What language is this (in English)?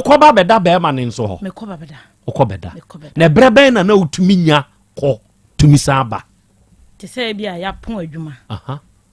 Akan